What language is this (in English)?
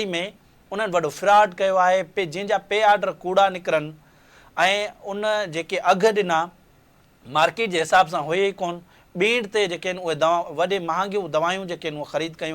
Sindhi